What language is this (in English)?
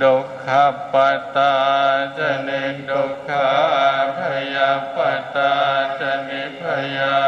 Pali